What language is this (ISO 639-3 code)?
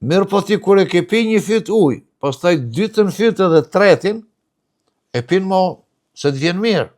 sqi